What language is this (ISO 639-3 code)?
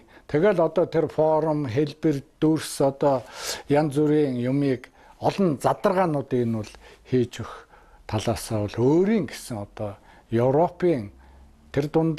mon